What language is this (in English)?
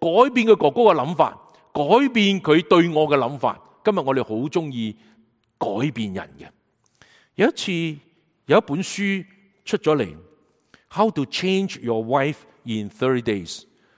Cantonese